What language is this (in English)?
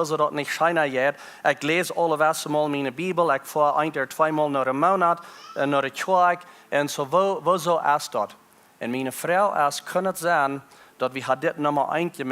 Plautdietsch